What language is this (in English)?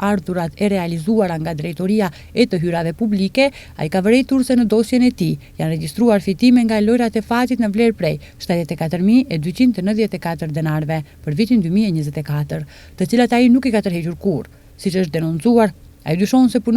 Albanian